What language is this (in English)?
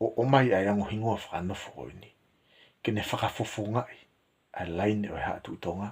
Tongan